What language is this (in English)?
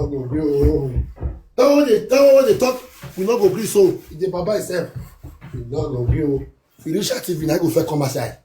Nigerian Pidgin